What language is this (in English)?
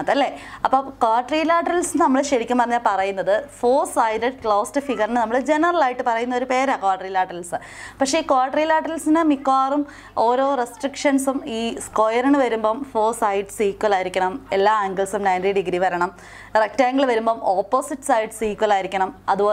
Malayalam